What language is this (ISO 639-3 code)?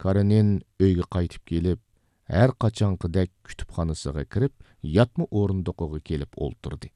uig